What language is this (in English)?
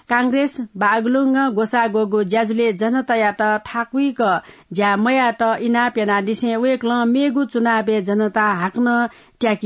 Newari